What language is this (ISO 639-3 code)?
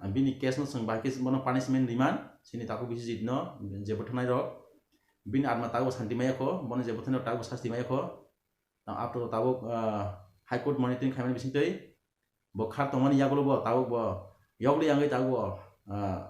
trp